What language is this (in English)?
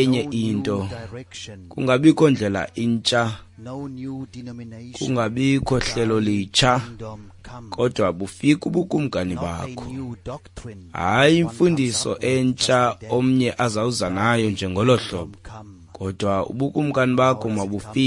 Xhosa